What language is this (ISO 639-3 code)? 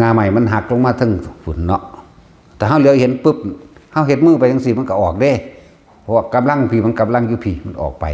tts